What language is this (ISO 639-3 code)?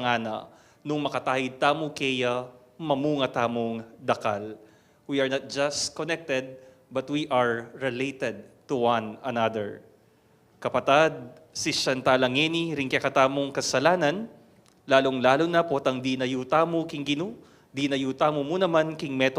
pam